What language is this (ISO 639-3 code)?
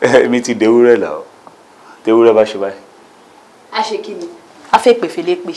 yor